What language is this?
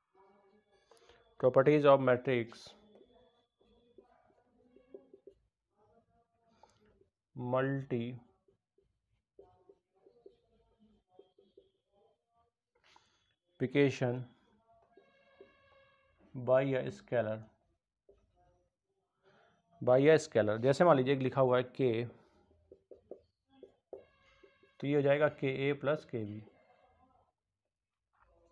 Hindi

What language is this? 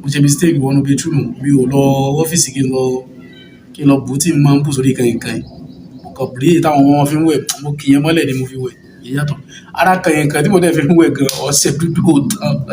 Yoruba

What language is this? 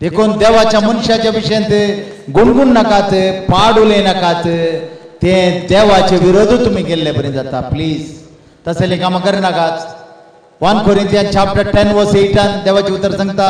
Konkani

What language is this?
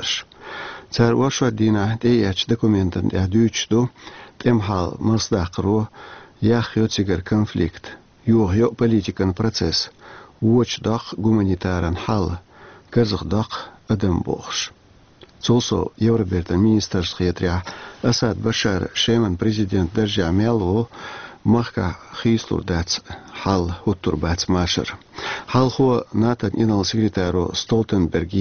Chechen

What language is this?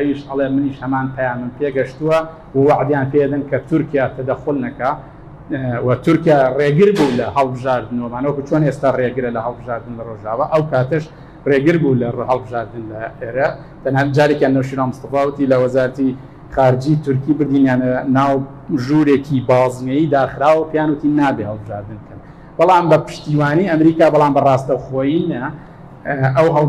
Central Kurdish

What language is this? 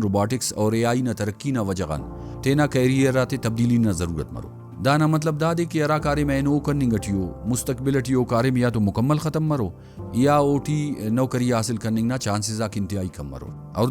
Brahui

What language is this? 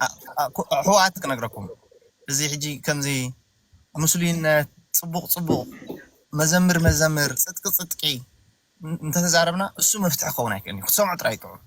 Tigrinya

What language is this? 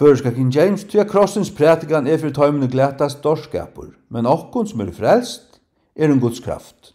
Faroese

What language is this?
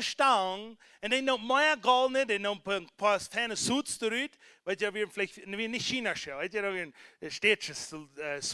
Plautdietsch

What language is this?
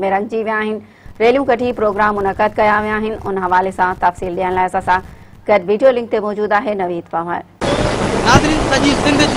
Sindhi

